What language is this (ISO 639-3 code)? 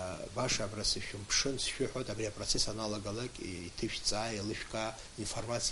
abk